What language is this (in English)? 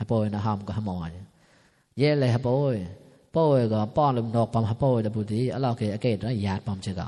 Mon